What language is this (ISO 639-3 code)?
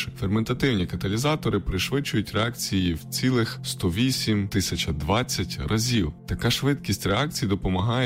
ukr